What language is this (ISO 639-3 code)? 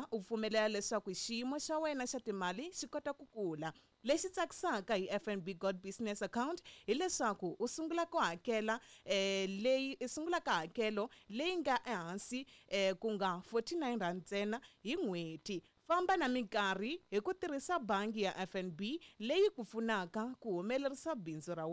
tso